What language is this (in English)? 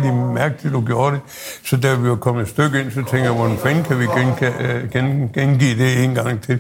Danish